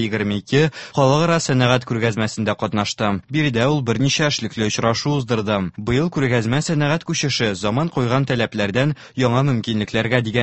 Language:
Tatar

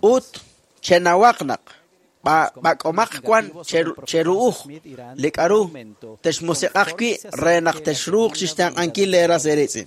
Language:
Kekchí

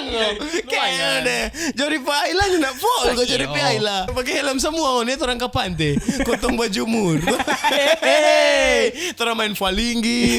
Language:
Manado Malay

